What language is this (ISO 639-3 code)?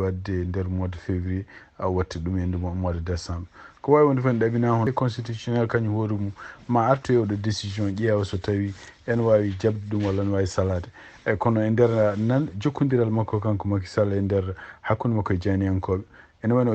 ful